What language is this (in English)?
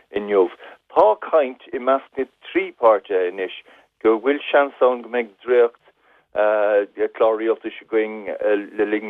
Irish